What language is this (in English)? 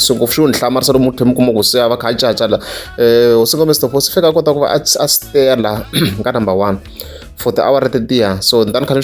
Tsonga